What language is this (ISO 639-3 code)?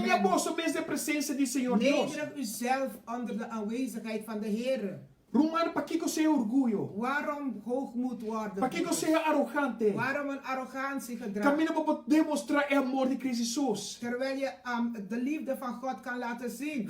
pap